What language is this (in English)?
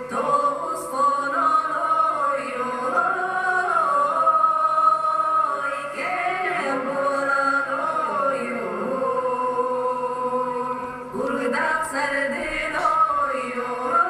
Yakut